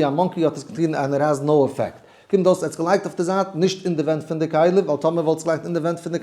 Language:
Yiddish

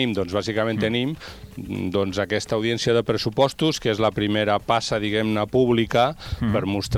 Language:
Catalan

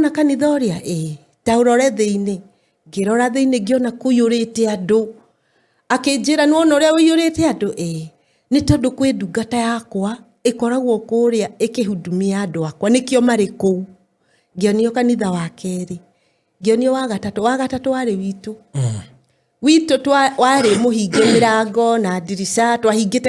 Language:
Kikuyu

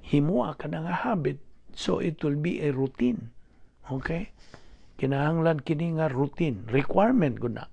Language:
Cebuano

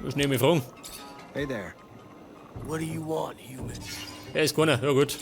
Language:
Bavarian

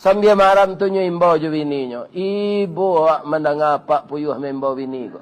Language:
Minangkabau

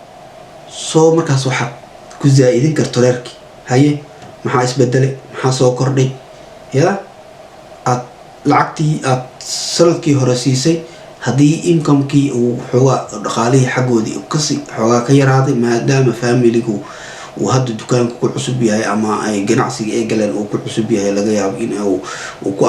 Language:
Somali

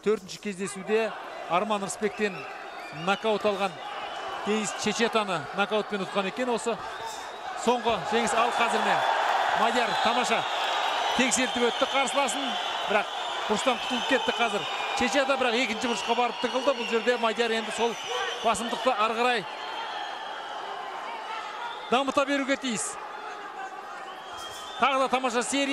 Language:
Kazakh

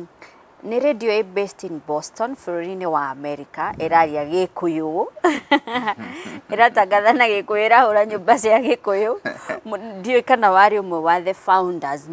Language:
Kikuyu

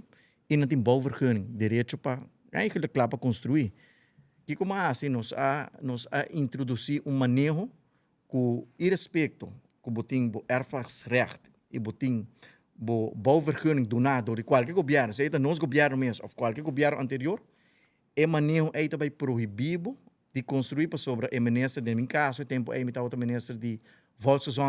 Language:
Papiamento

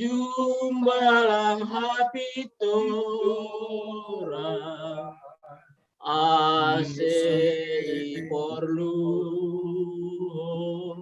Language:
Batak Simalungun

